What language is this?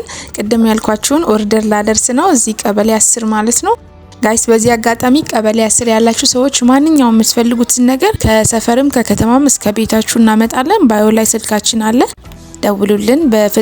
Amharic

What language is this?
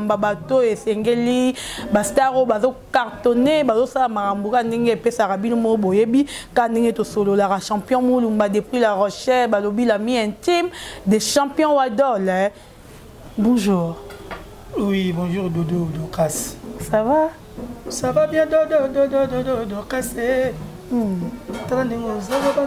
Lingala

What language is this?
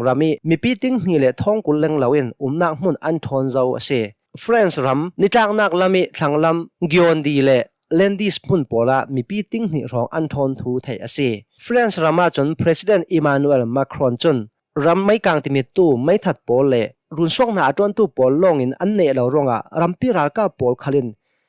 Hakha Chin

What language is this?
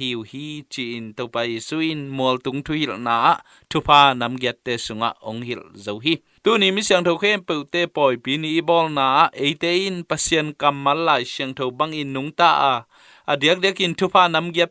Tedim Chin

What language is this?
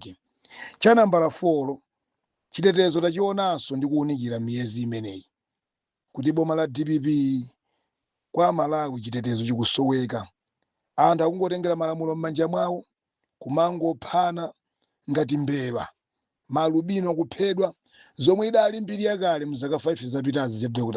Nyanja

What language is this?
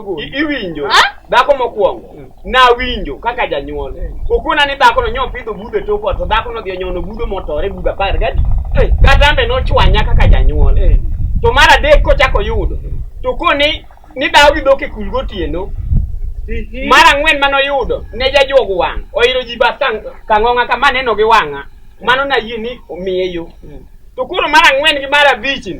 Luo (Kenya and Tanzania)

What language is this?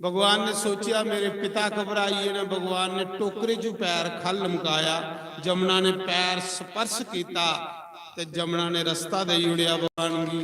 Dogri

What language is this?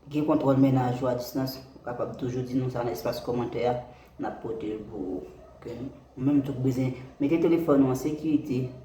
Haitian Creole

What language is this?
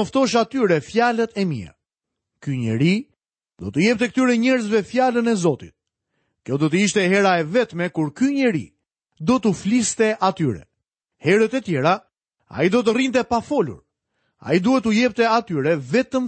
Albanian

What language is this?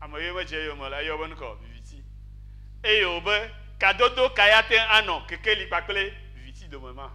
Ewe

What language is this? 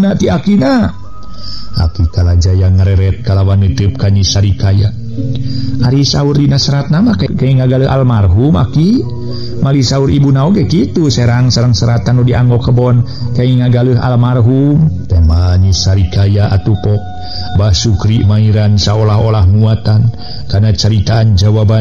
Sundanese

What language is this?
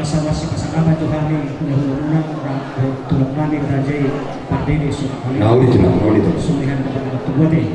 Batak Toba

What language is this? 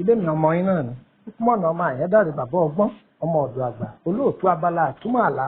Yoruba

